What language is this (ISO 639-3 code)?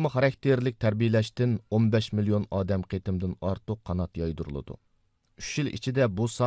uig